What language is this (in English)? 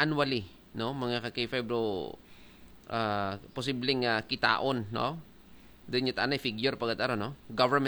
Hiligaynon